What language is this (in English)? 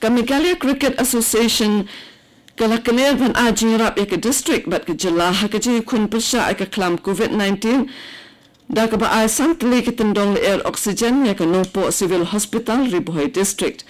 Khasi